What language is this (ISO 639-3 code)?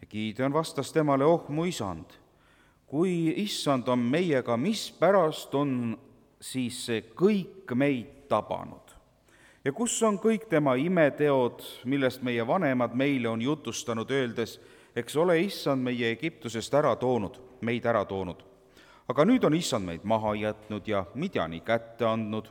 est